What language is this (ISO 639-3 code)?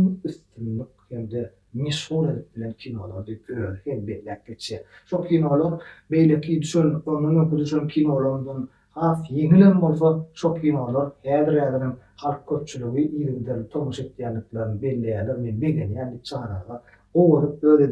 tuk